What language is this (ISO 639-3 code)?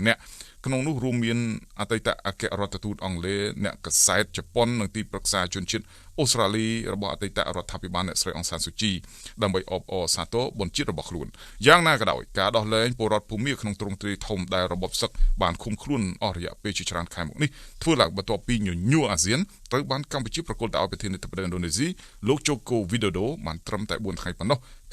khm